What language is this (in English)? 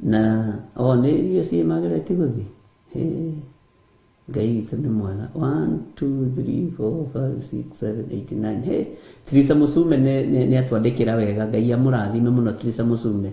Kikuyu